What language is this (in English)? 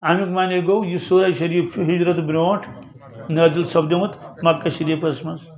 Kashmiri